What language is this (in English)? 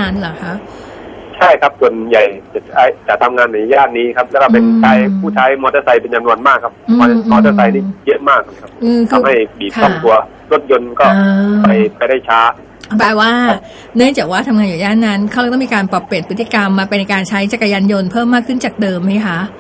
Thai